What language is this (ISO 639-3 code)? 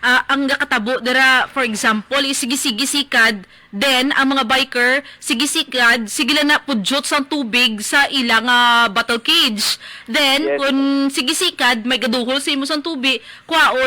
hil